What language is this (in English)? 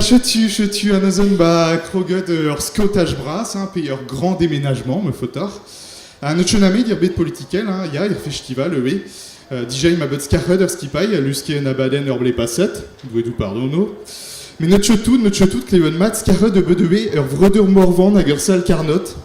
Breton